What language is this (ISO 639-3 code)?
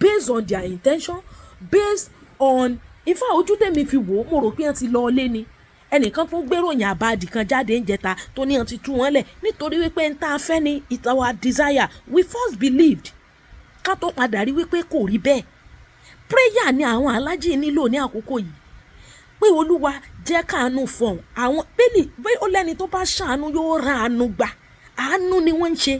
yor